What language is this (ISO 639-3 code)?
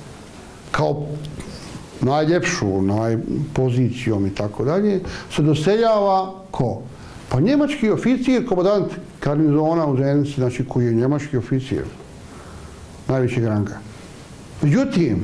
bos